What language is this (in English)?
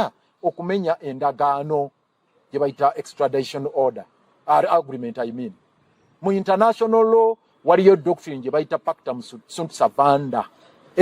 Ganda